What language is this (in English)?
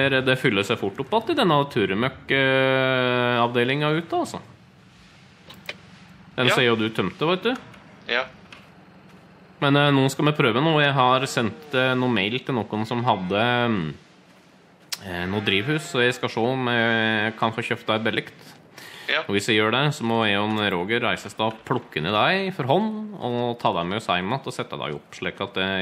Norwegian